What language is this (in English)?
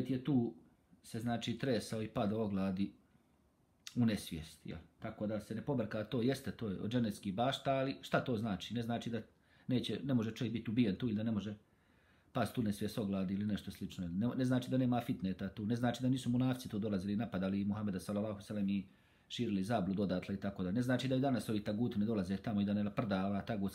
Bosnian